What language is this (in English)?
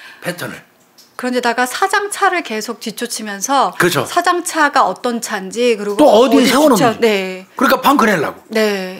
Korean